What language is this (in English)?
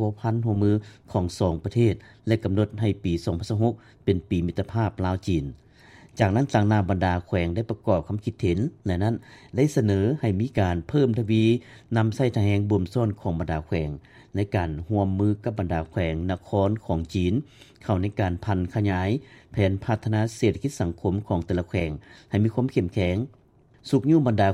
Lao